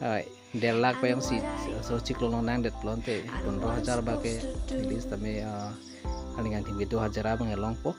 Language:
Karbi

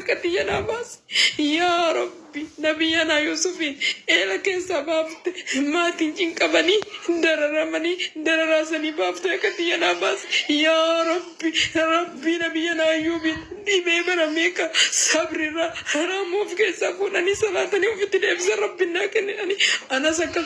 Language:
Oromo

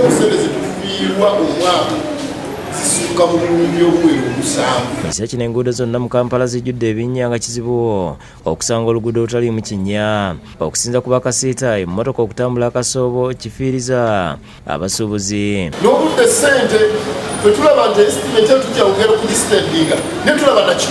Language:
Ganda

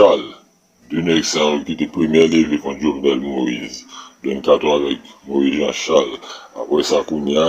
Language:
Haitian Creole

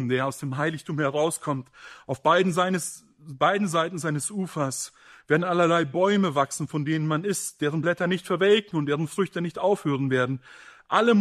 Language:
German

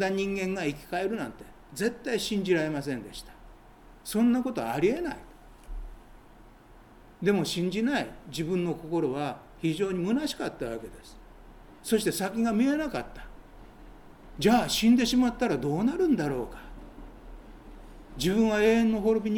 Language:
Japanese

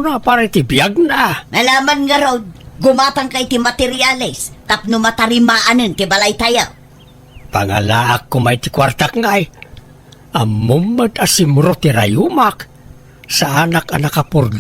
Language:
Iloko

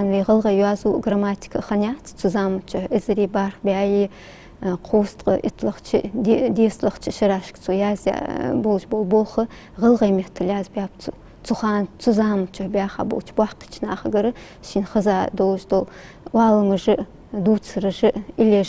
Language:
Ingush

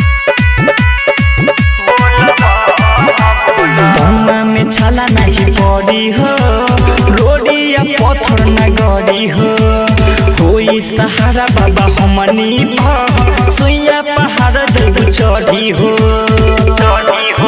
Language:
Bhojpuri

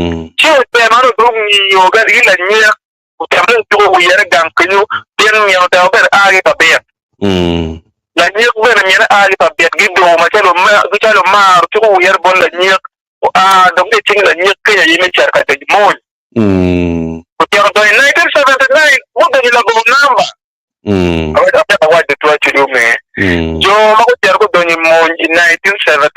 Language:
Acoli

